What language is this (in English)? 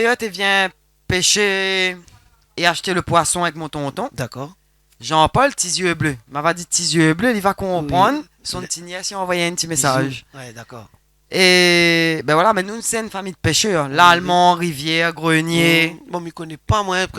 Réunion Creole French